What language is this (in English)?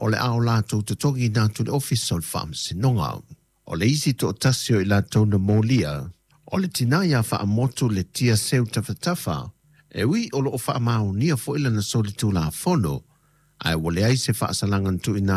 Samoan